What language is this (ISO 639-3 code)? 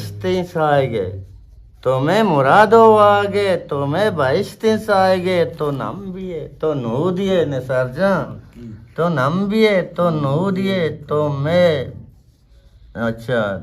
bgp